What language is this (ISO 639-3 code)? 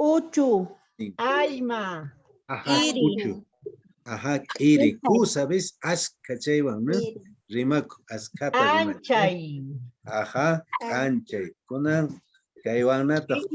que